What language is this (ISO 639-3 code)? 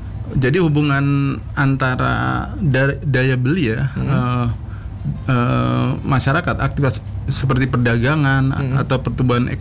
ind